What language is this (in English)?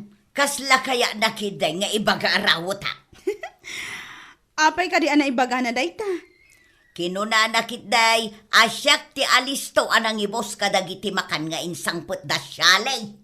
Iloko